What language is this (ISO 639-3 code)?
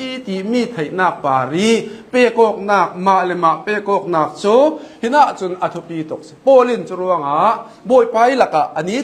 cnh